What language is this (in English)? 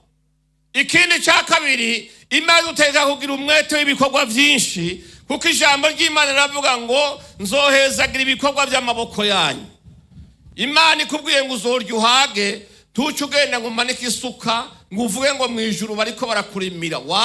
Rundi